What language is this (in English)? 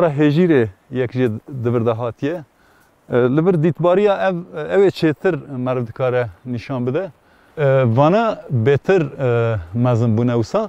Kurdish